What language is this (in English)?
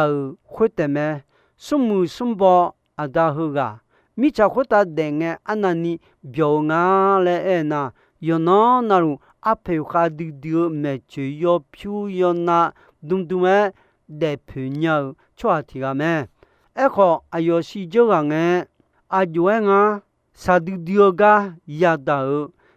Akha